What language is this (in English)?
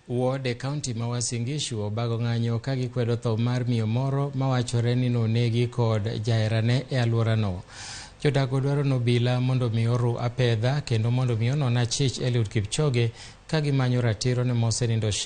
Luo (Kenya and Tanzania)